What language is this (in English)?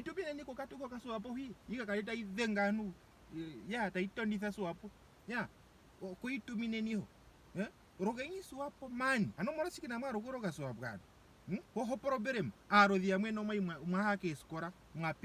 Ndonga